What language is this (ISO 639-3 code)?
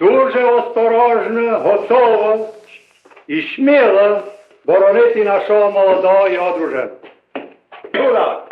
rue